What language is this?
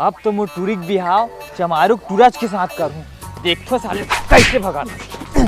Chhattisgarhi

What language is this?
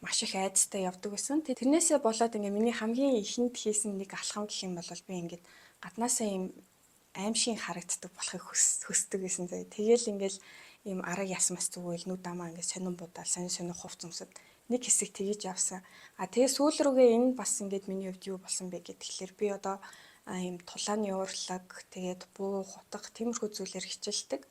Mongolian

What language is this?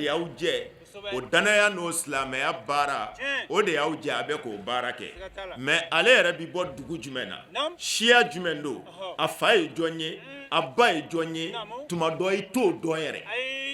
Bambara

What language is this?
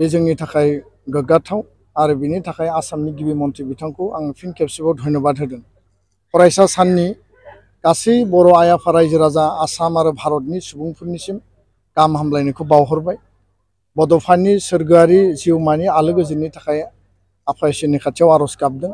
Bodo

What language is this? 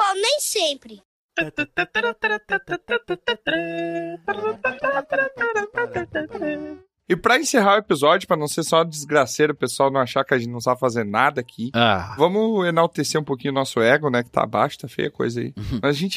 Portuguese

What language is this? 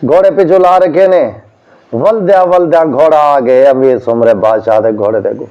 Saraiki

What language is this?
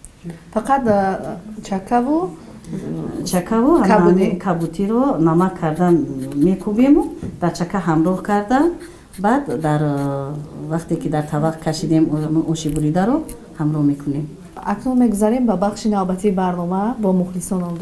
Tajik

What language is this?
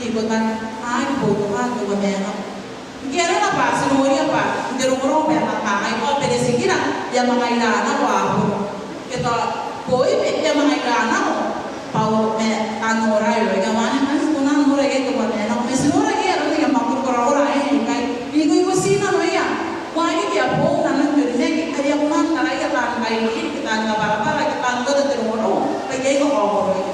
Gilbertese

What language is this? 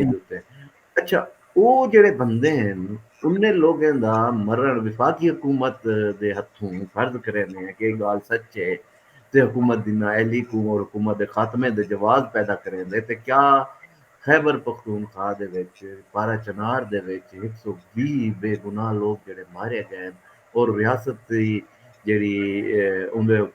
Saraiki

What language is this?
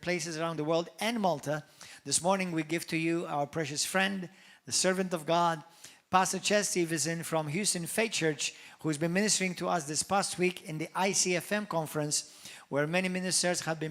English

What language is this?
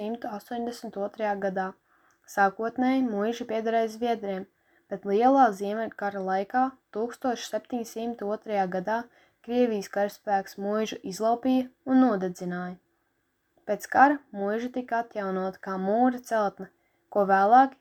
Latvian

